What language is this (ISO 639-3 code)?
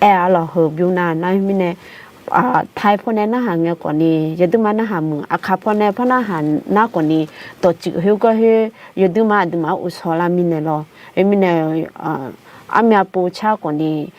ahk